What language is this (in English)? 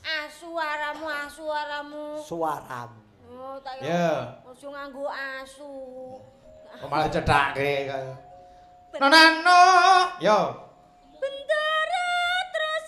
Javanese